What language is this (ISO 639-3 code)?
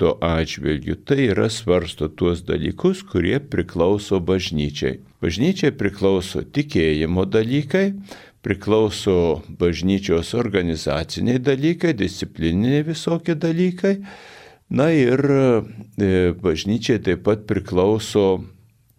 lit